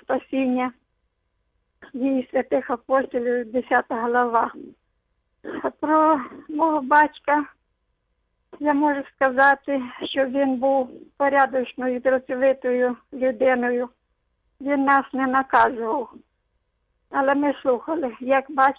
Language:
Ukrainian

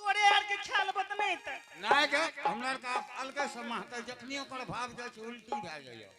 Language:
Angika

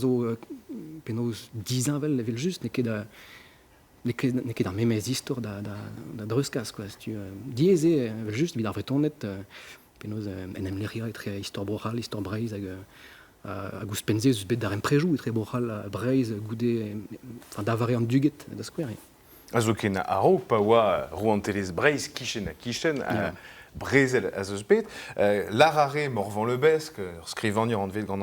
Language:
Breton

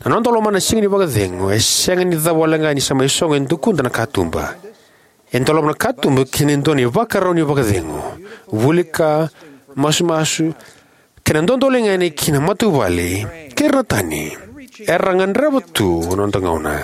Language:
Fijian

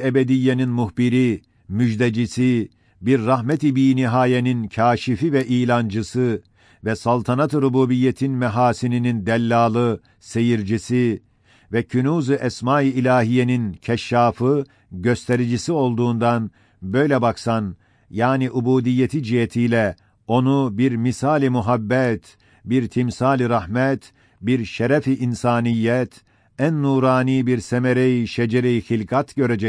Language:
Ottoman Turkish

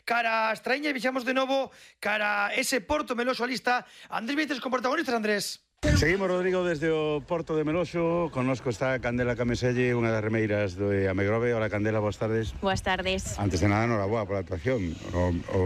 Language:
Galician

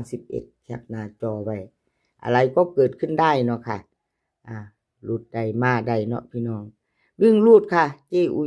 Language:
Northeastern Thai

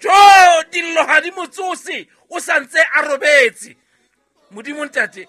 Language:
Southern Sotho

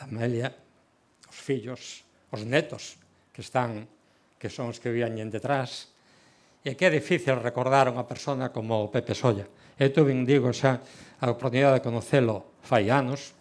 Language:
Galician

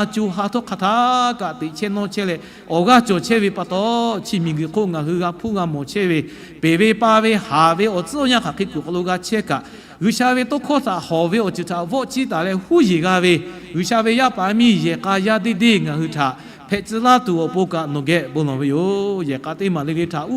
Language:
Lahu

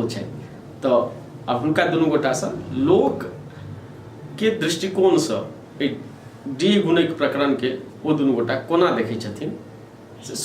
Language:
Maithili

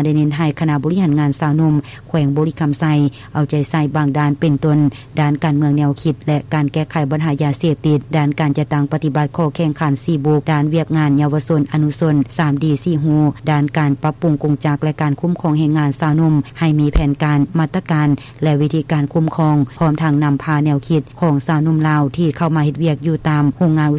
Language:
Lao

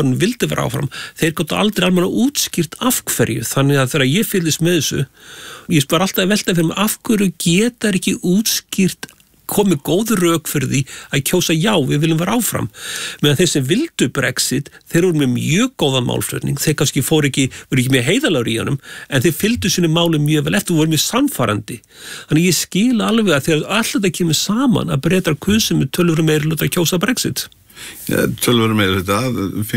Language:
Icelandic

